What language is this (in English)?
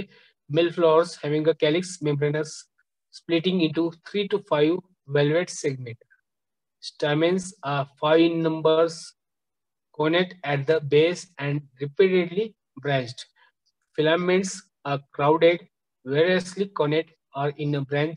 Marathi